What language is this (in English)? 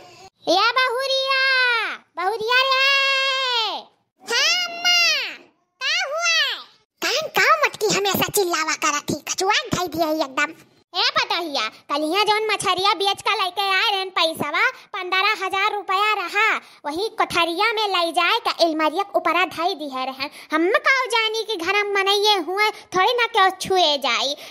Awadhi